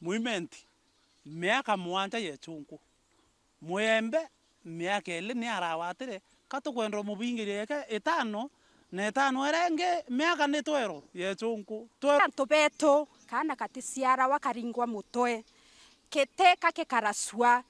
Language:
Meru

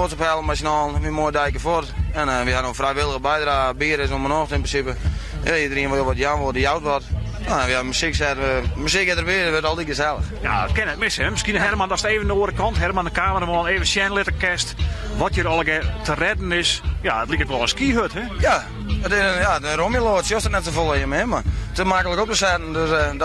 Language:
Western Frisian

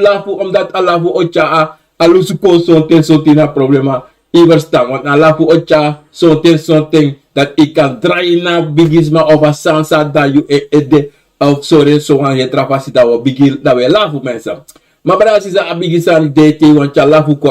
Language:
Sranan Tongo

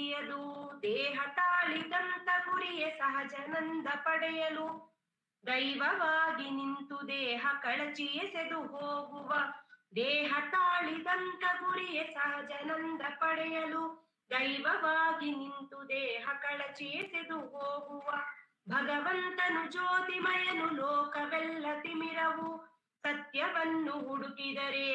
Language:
Kannada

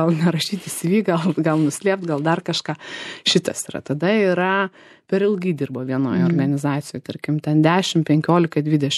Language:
Lithuanian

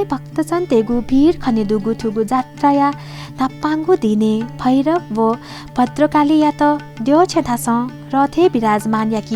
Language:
Newari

